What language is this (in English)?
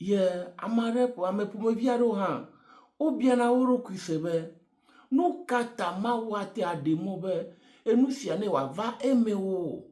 Ewe